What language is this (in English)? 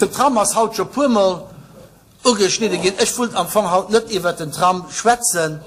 Luxembourgish